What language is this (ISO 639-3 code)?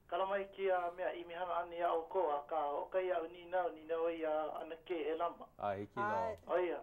haw